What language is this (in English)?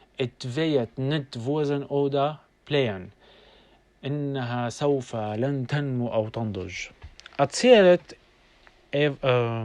North Levantine Arabic